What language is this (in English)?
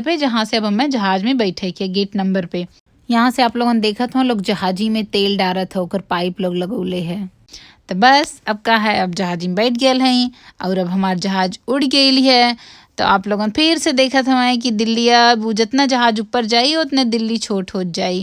Bhojpuri